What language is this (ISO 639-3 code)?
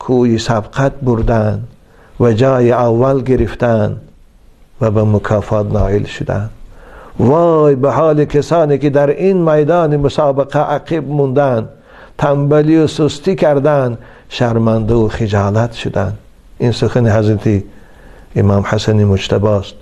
tgk